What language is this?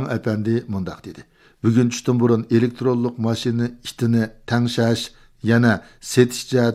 Uyghur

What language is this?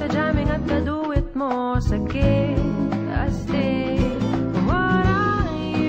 Bikol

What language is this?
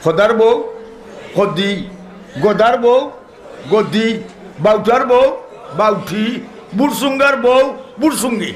Sylheti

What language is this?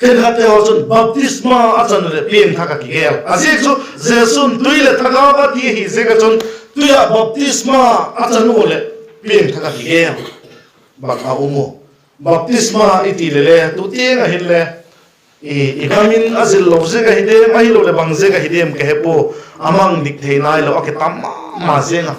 Vaiphei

